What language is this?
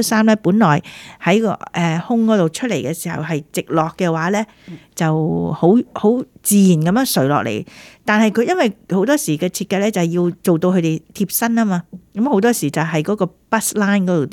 Cantonese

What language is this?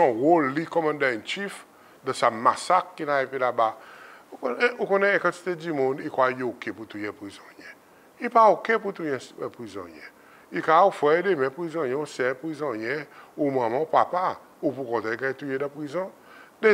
Seselwa Creole French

